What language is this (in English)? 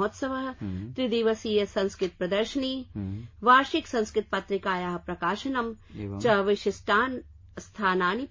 Sanskrit